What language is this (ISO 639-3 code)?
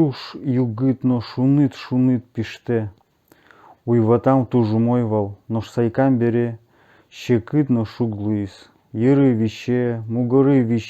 udm